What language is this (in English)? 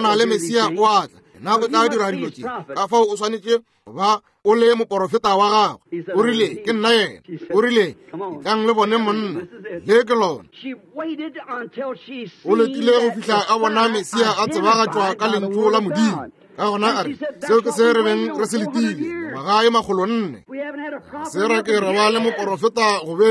Northern Sotho